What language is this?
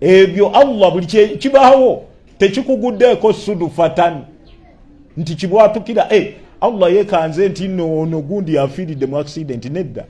Ganda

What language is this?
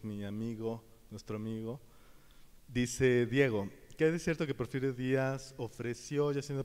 Spanish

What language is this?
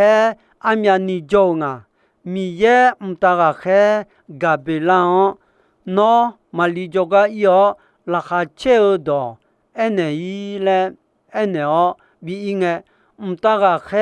Akha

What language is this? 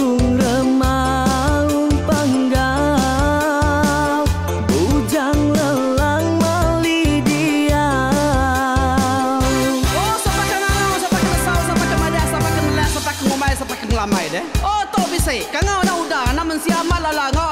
Iban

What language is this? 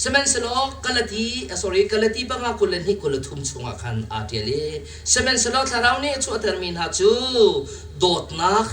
Hakha Chin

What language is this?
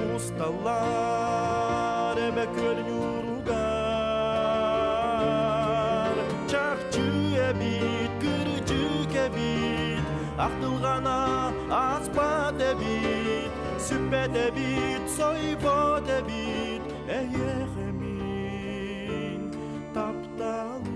Yakut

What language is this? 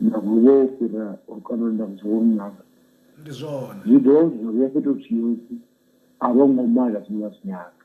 Venda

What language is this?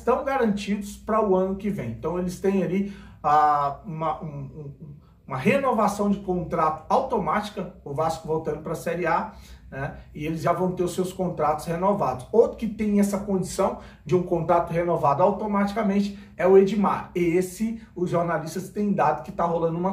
Portuguese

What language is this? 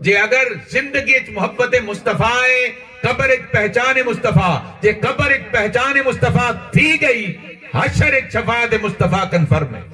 Saraiki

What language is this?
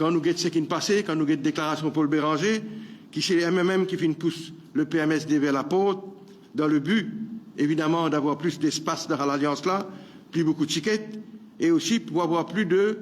Morisyen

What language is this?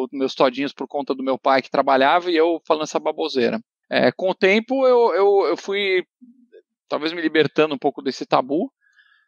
Portuguese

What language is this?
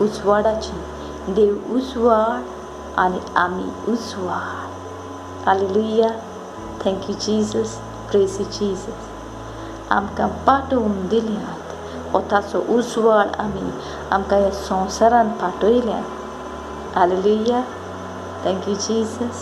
Konkani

